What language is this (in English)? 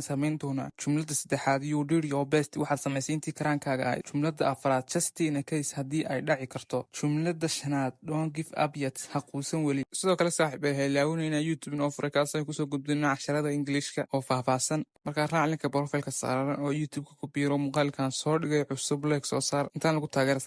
Somali